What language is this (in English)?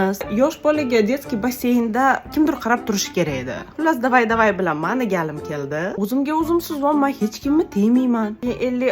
Uzbek